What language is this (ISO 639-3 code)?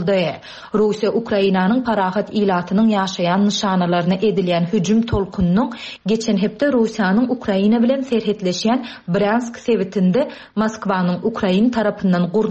tuk